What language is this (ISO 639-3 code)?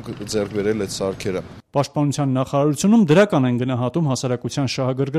hye